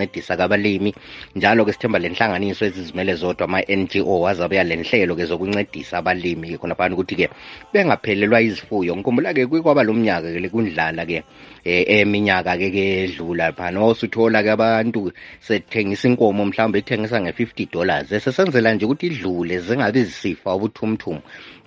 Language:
North Ndebele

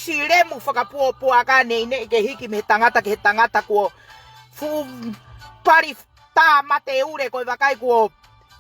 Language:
Tongan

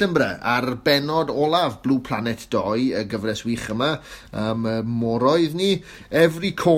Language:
Welsh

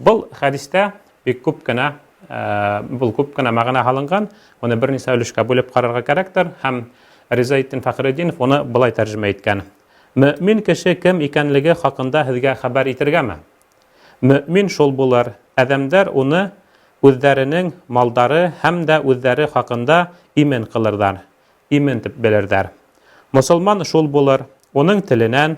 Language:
Bashkir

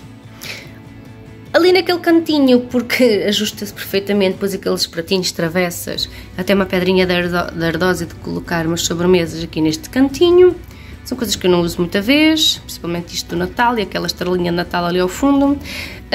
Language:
Portuguese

